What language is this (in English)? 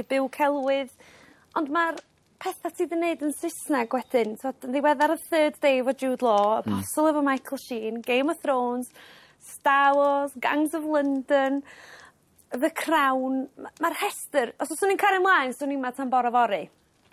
Welsh